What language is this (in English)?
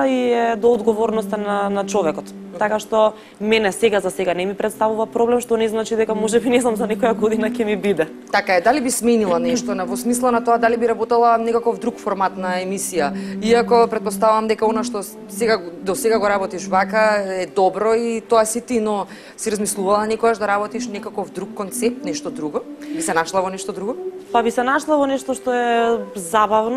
Macedonian